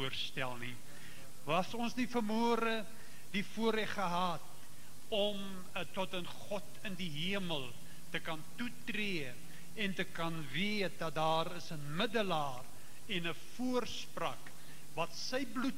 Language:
Afrikaans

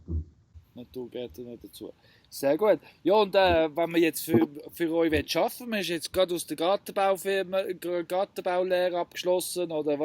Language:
Swiss German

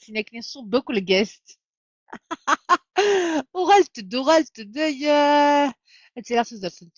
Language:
Kabyle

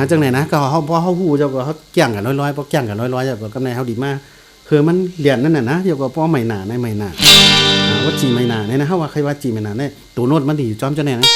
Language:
Shan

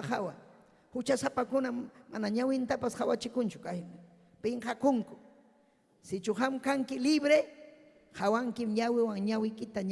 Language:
Ayacucho Quechua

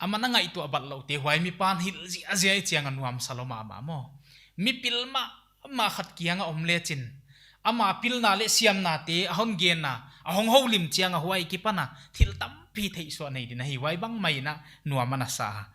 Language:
Paite Chin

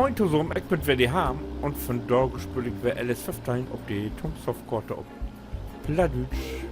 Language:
Low German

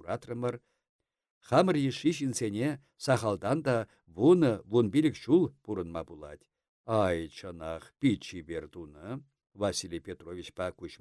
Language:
Chuvash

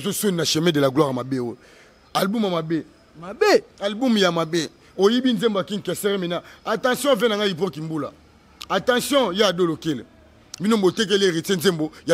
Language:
Lingala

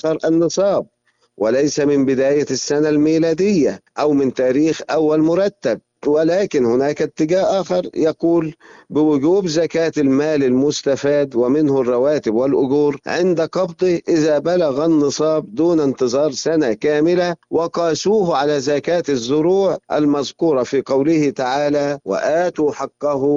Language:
Arabic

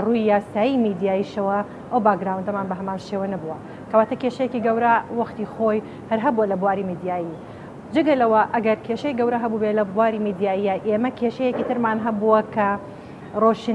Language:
Central Kurdish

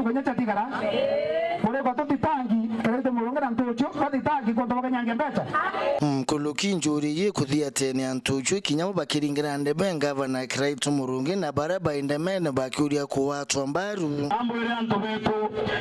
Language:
Meru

